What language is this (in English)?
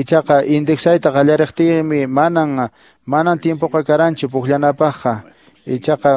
Quechua